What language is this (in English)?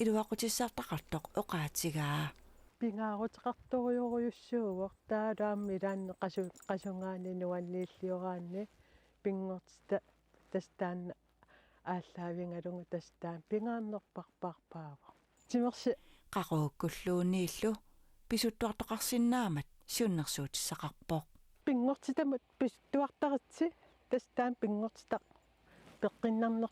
Kalaallisut